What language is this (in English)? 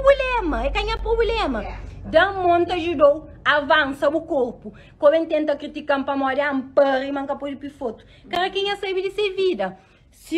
Kabuverdianu